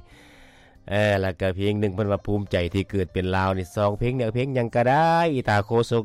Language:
Lao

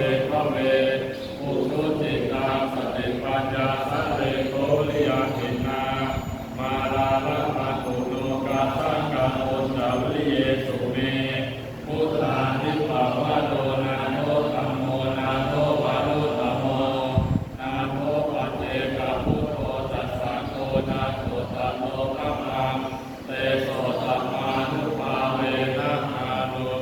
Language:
Pali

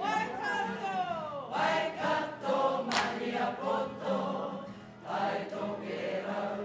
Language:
Māori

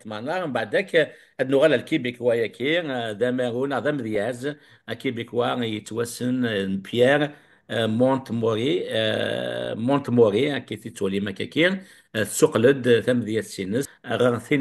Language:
Kabyle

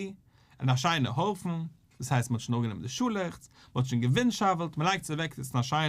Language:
Yiddish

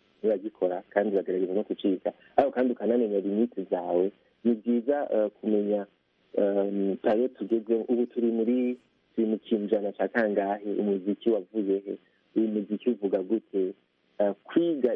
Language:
Kinyarwanda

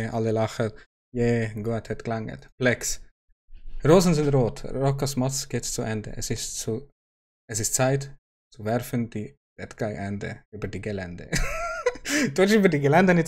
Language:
Swiss German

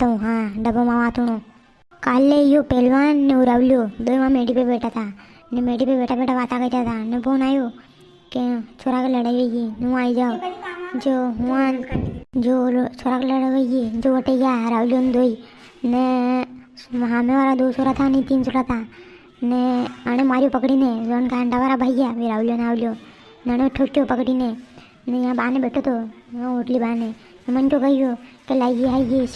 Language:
Rajasthani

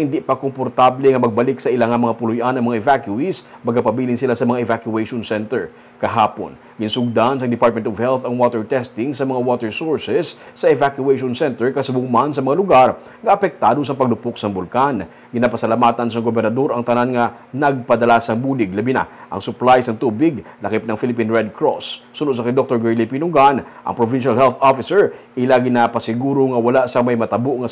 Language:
Hiligaynon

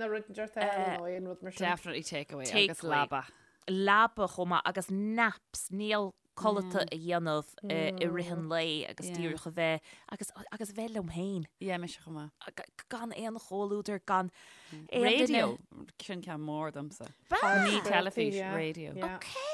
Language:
Irish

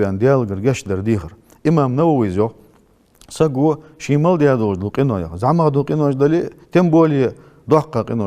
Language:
Ingush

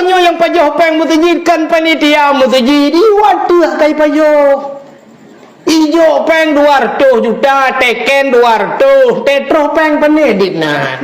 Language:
Achinese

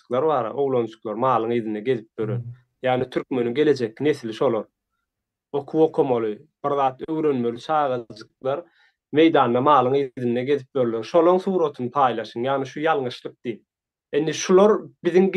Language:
Turkmen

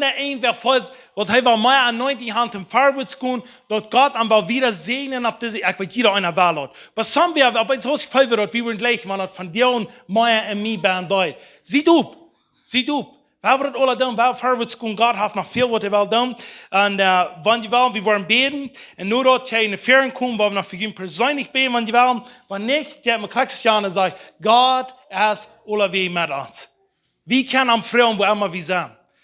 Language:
Plautdietsch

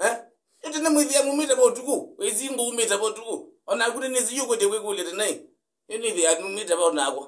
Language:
Kamba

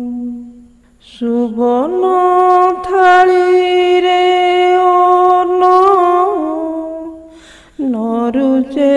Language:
Odia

